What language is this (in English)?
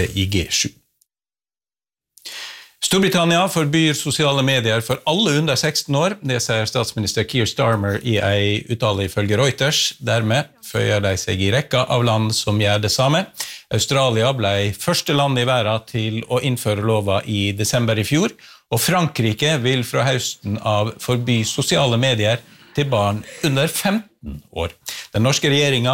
Norwegian